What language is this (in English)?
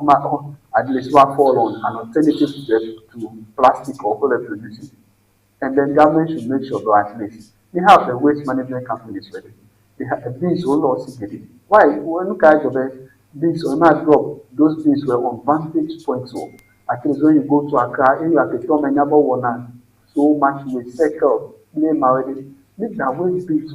Ewe